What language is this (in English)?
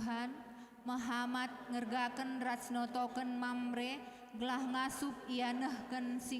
Batak Karo